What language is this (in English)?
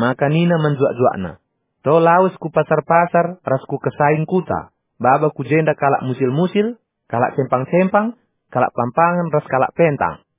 Batak Karo